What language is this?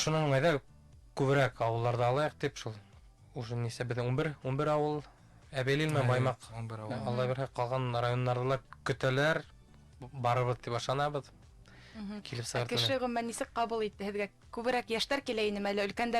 Bashkir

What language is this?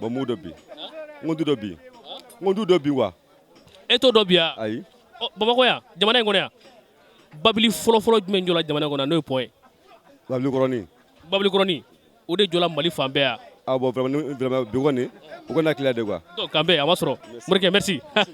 Bambara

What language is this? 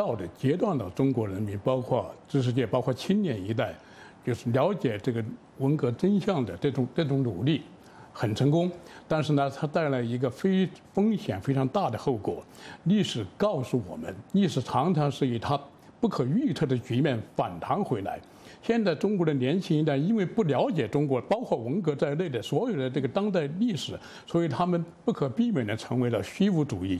Chinese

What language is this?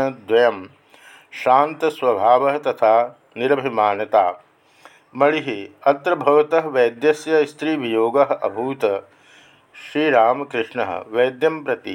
Sanskrit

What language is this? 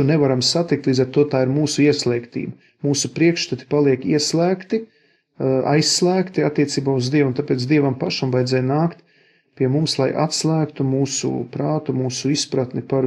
Latvian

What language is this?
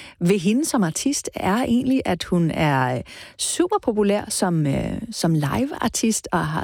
Danish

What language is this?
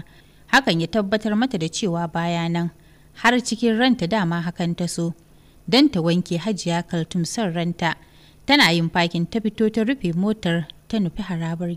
Hausa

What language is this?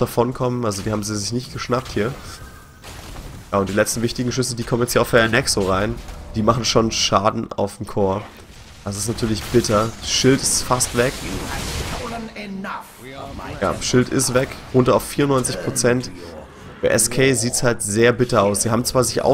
German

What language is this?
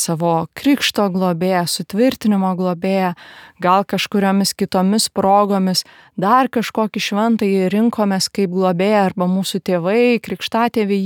Lithuanian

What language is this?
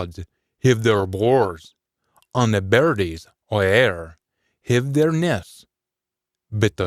Scots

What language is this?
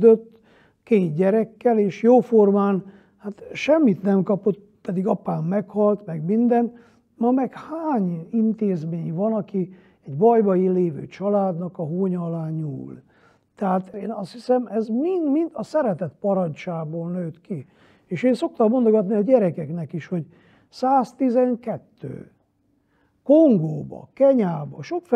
Hungarian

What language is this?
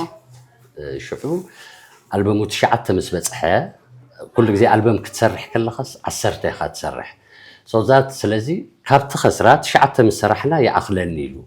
Tigrinya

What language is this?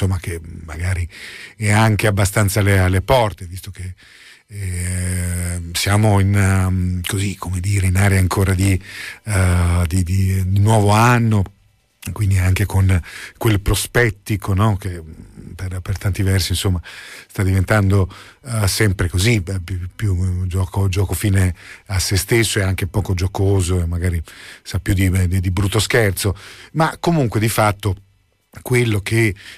Italian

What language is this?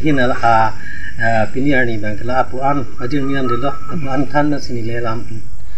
Karbi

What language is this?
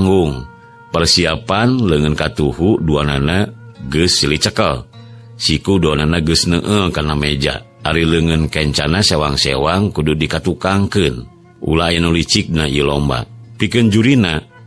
Sundanese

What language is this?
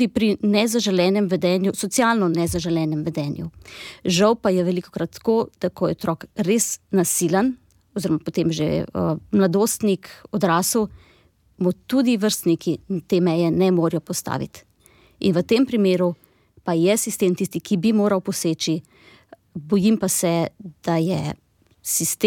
Slovenian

